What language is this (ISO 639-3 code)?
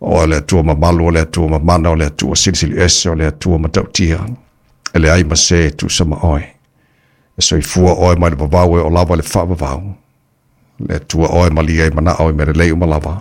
smo